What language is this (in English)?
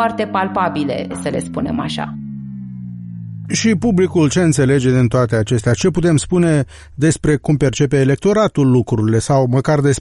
Romanian